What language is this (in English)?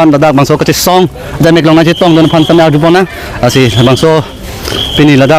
Karbi